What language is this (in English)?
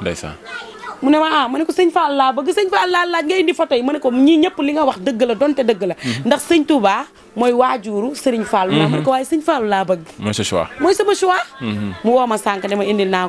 Wolof